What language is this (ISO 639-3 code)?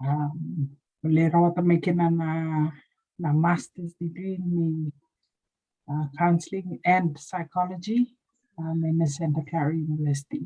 fij